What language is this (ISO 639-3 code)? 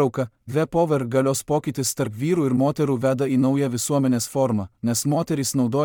lit